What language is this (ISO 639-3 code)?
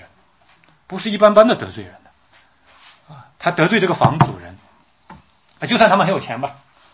zho